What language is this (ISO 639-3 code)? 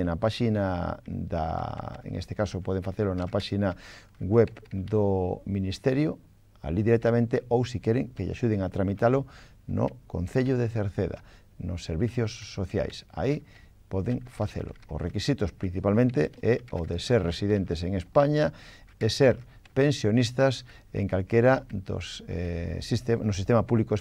glg